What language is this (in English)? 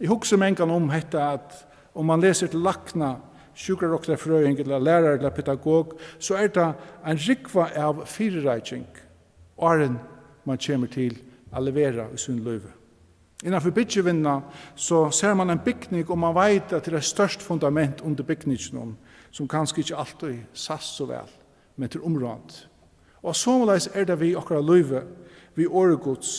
Faroese